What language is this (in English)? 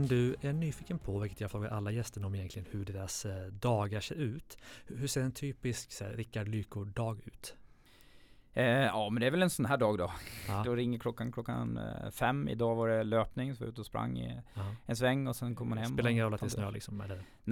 Swedish